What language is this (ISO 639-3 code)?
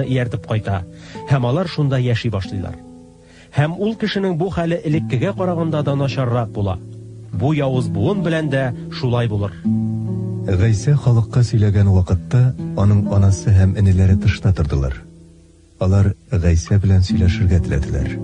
tat